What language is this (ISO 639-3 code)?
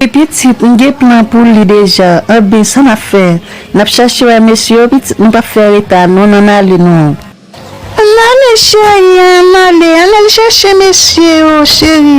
hat